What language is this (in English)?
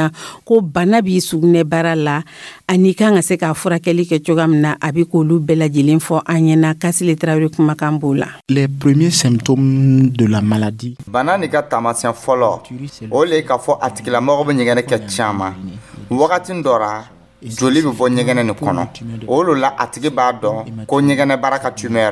Dyula